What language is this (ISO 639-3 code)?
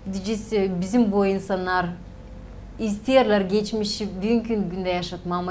gag